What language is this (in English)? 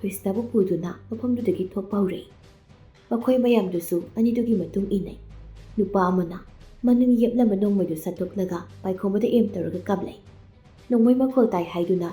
Manipuri